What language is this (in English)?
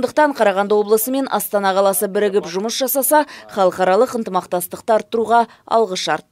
Kazakh